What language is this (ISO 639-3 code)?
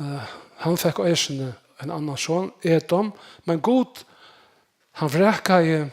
fao